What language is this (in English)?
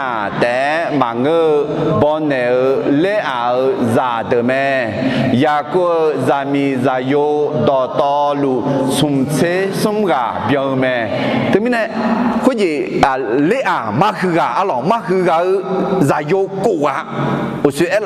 Akha